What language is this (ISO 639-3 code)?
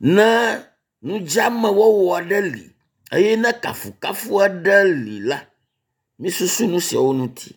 ewe